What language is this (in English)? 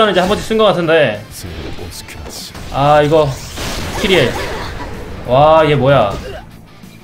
Korean